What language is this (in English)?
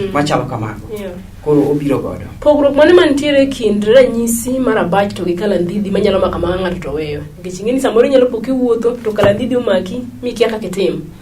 Luo (Kenya and Tanzania)